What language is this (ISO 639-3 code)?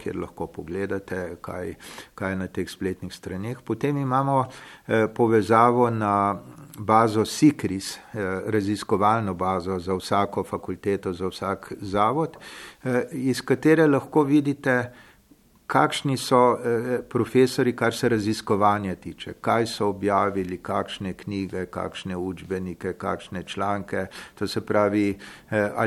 slv